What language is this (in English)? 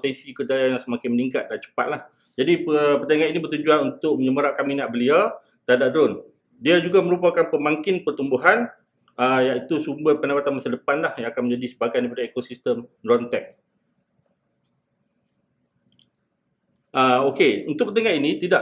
Malay